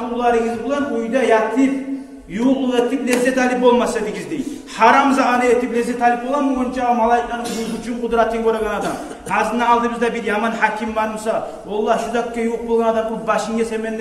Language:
Kumyk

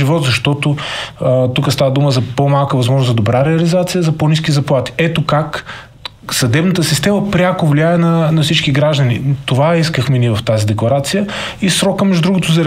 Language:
Bulgarian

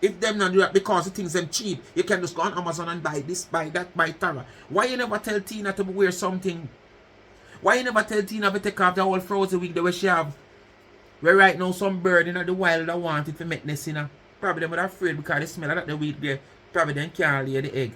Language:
Jamaican Creole English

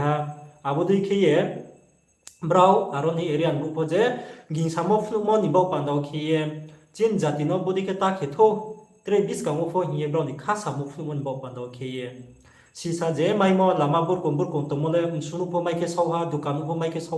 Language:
Riang (India)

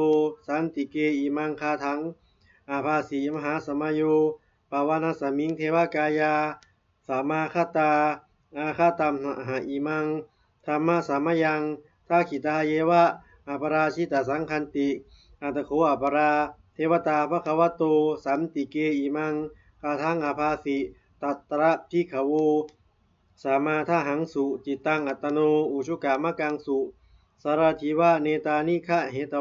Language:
Pali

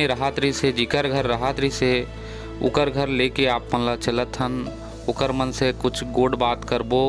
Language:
Chhattisgarhi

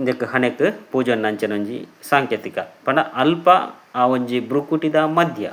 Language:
Tulu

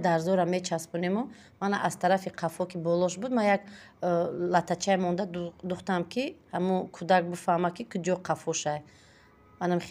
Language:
Tajik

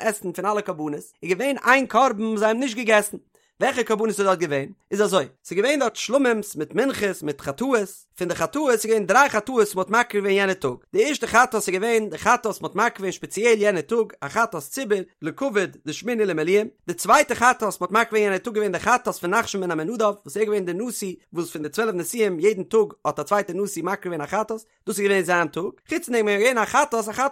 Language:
Yiddish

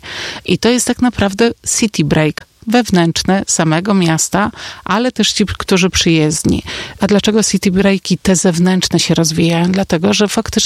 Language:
Polish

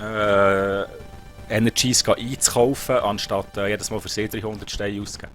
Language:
Swiss German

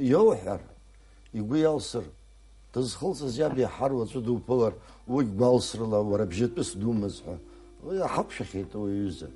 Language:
Abkhazian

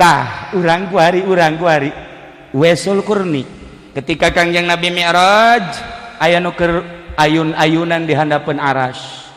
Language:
Sundanese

